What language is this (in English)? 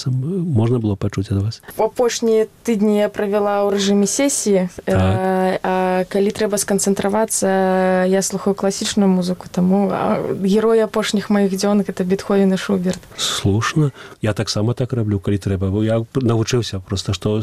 Belarusian